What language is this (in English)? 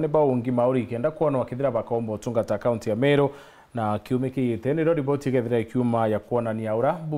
Meru